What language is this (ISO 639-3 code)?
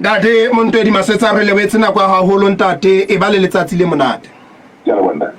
sot